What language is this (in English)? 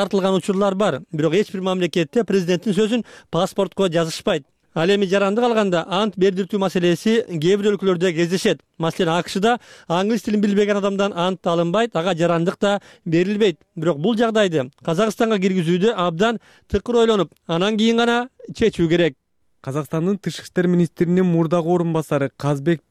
Kyrgyz